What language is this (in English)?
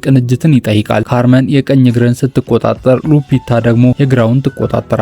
Amharic